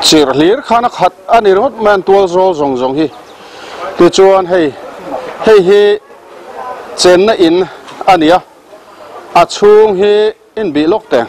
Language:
Mizo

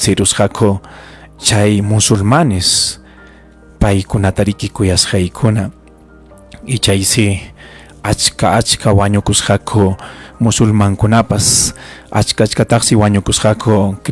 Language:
Ayacucho Quechua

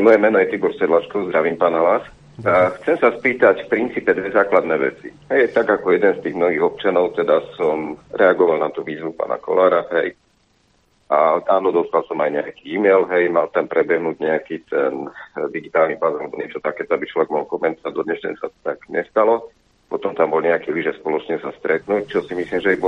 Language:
Slovak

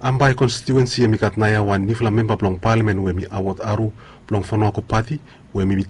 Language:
Bislama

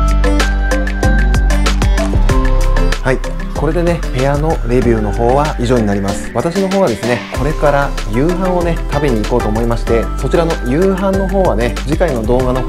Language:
Japanese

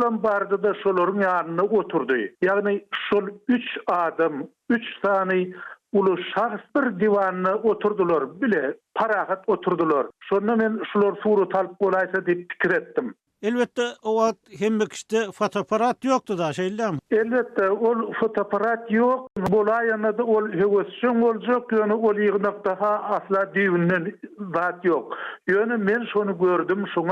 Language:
Turkmen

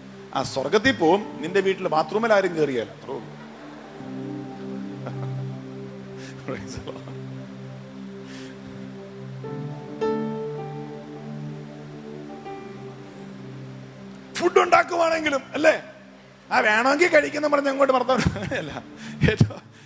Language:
Malayalam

